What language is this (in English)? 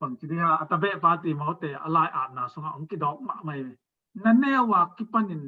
Tedim Chin